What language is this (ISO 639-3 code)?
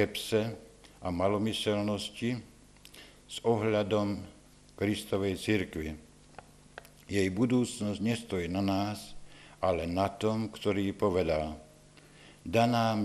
slk